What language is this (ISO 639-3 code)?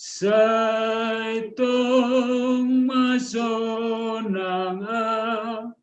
bts